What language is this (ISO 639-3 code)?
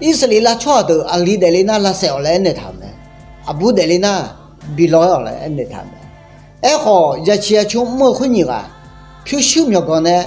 ahk